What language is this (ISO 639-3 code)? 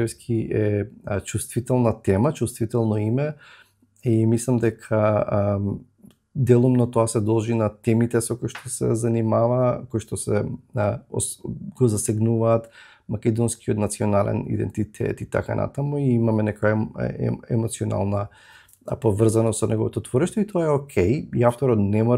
mkd